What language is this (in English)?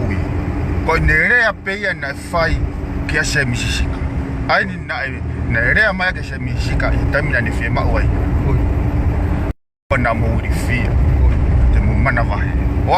Tongan